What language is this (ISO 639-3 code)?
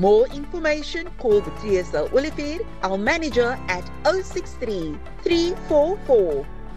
eng